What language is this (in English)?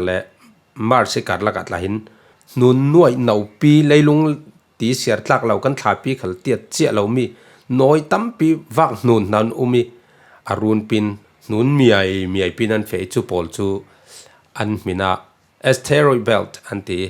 Falam Chin